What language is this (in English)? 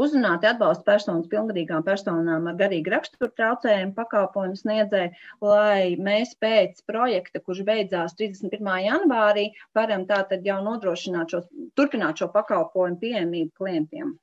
Latvian